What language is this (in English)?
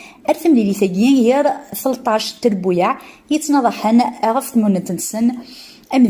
Kabyle